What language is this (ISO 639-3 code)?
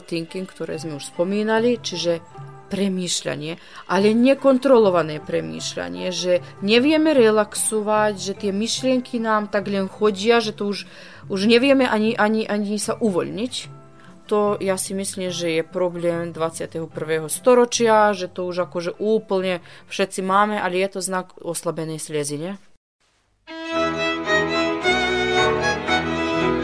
slk